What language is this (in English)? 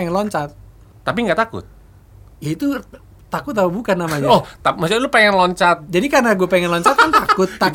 Indonesian